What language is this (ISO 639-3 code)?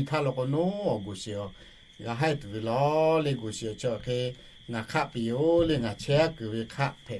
lhu